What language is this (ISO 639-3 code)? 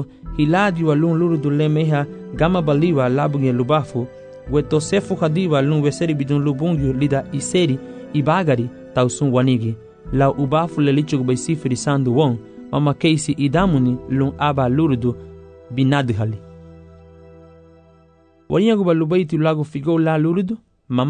cab